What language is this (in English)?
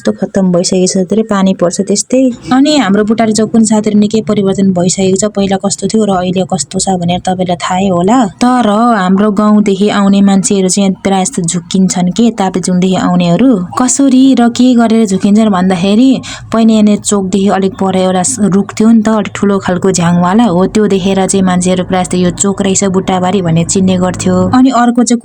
Nepali